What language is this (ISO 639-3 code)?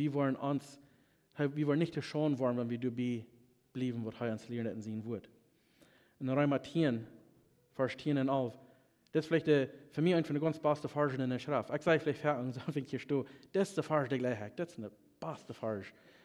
pdt